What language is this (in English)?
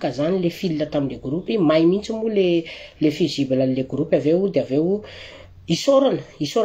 Malagasy